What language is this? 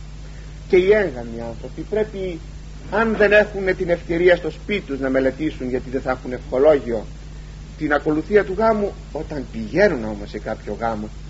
Greek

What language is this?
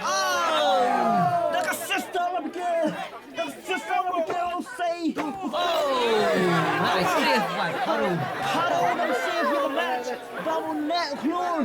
Khasi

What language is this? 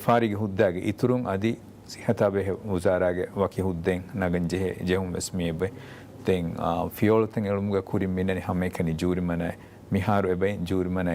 Divehi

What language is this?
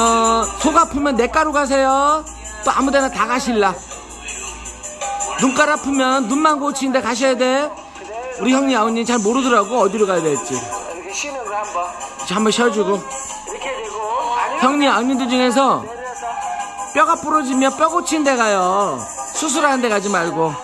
Korean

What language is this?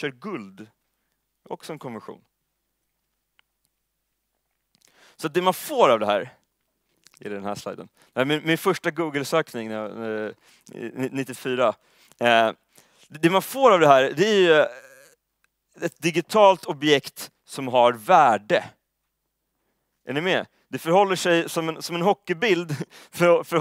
Swedish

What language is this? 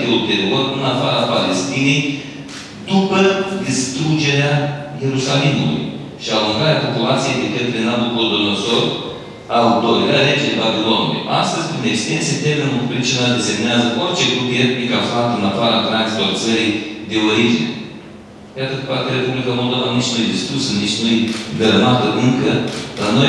Romanian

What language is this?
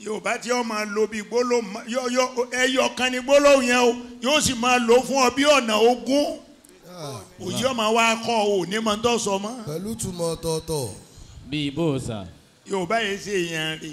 Yoruba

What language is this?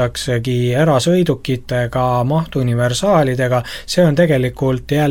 Estonian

